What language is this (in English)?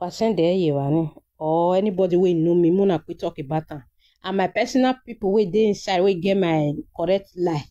Nigerian Pidgin